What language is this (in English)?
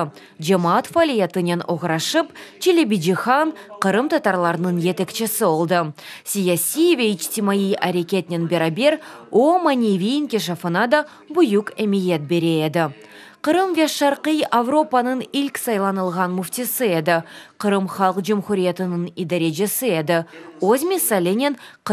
Crimean Tatar